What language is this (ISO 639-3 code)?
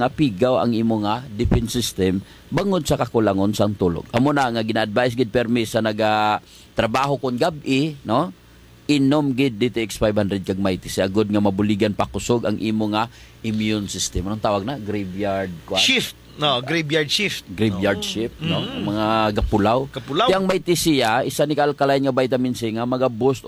hil